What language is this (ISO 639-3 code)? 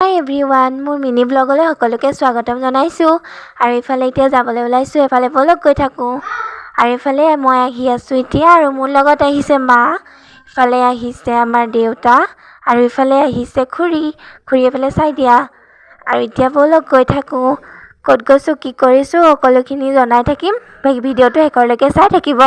asm